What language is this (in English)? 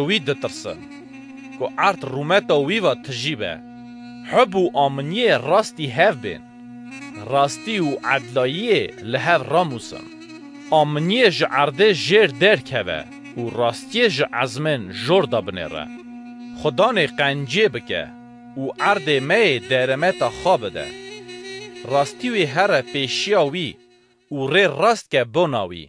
Kurdish